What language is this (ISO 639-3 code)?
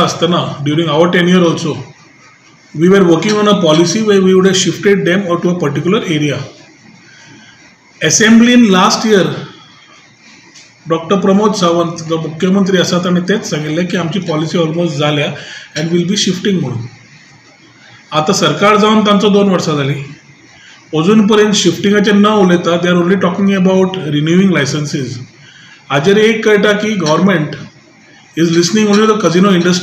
kok